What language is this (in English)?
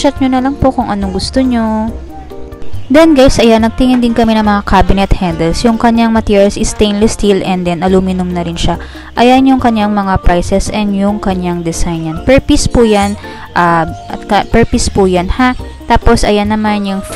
Filipino